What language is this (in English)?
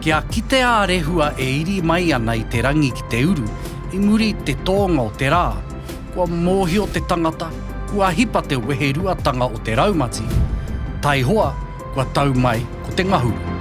Māori